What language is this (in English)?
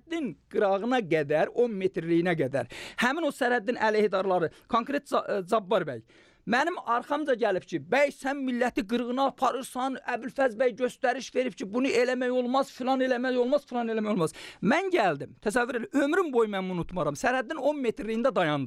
Azerbaijani